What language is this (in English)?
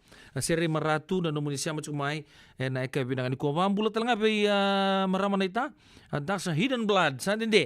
Fijian